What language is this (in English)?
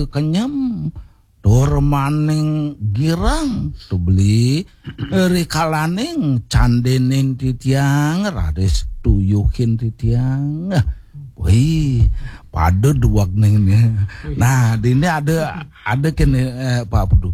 Balinese